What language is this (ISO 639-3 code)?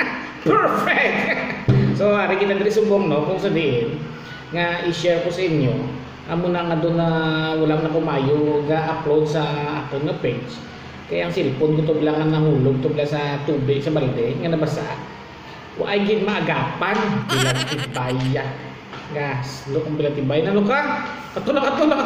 hil